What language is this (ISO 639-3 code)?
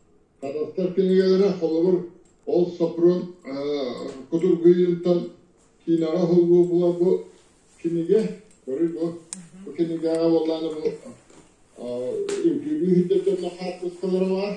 sah